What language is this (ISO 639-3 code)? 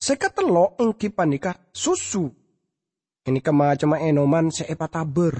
mad